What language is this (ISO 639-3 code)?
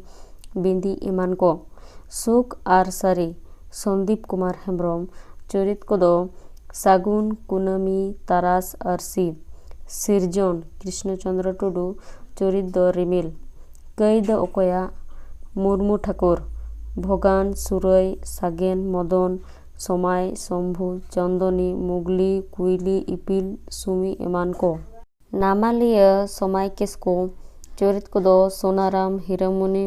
sat